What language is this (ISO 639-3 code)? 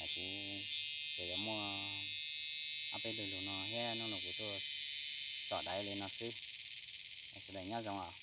hmn